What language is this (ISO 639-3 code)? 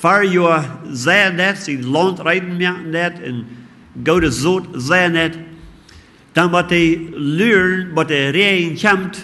pdt